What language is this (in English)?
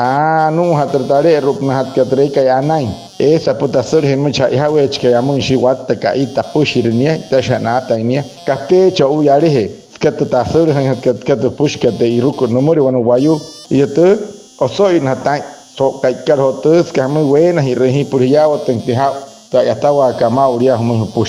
Wayuu